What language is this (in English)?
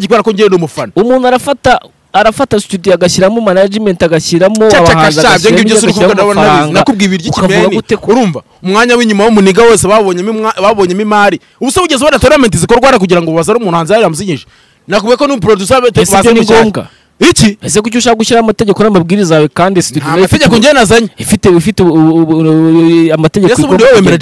Kinyarwanda